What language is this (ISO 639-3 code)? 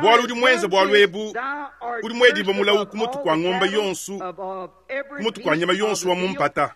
lua